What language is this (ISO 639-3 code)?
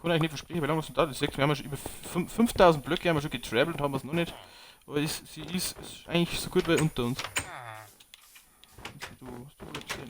bar